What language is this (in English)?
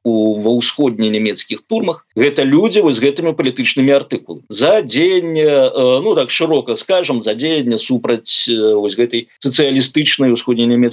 Belarusian